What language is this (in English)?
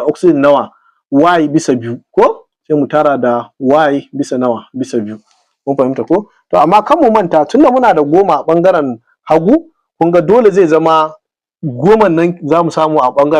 Hausa